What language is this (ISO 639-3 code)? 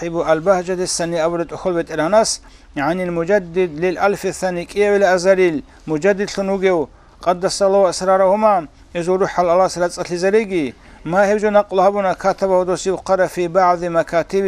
ava